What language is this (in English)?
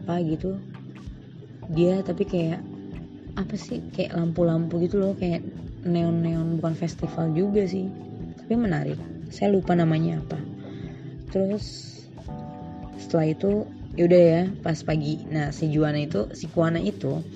Indonesian